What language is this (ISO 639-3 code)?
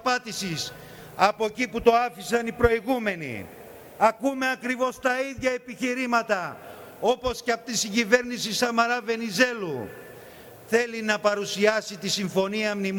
ell